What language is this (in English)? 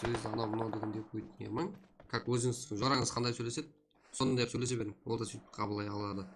Kara-Kalpak